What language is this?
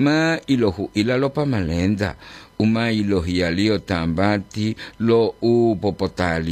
Gorontalo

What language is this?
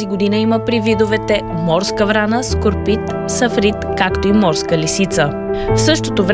Bulgarian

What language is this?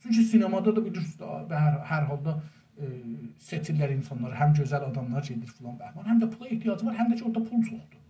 South Azerbaijani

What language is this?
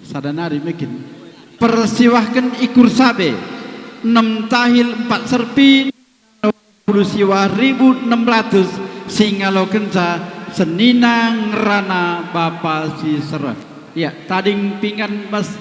Batak Karo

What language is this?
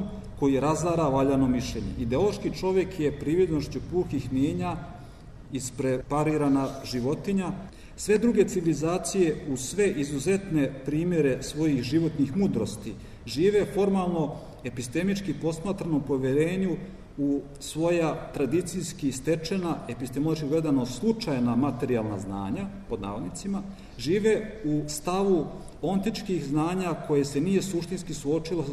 Serbian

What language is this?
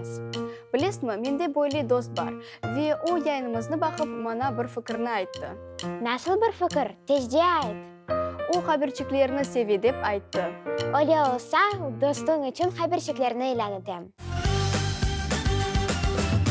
Crimean Tatar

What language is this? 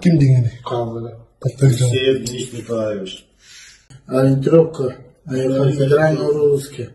Yakut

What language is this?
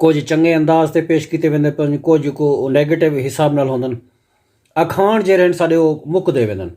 Saraiki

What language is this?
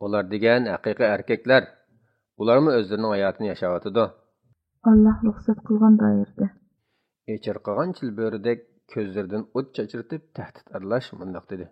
Uyghur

